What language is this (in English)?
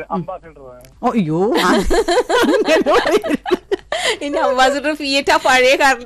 Malayalam